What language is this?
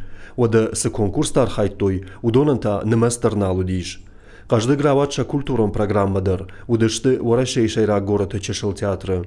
Ossetic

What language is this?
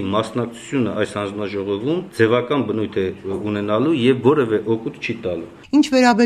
Armenian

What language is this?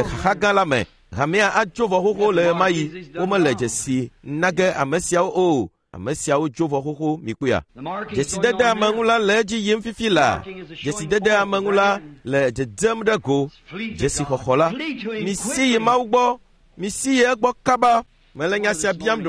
Ewe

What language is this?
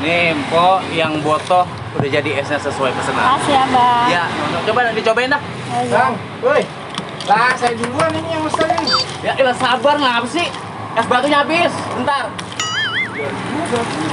Betawi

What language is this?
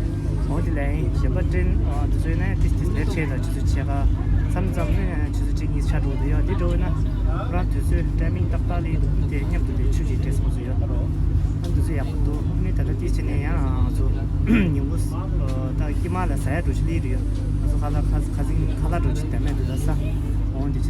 Tibetan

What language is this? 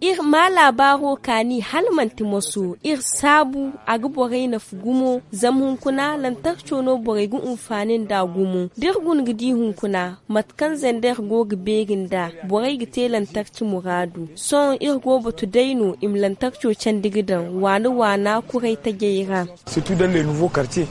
Zarma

